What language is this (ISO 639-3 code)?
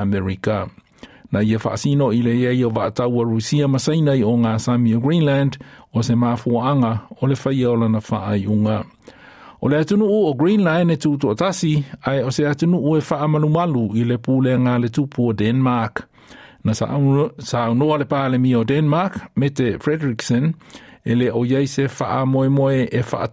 smo